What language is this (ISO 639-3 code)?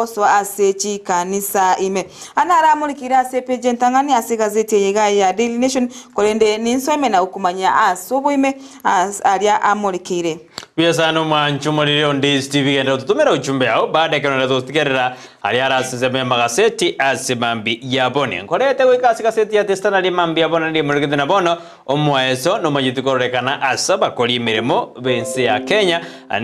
guz